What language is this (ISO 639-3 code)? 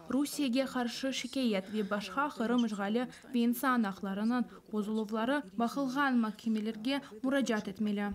crh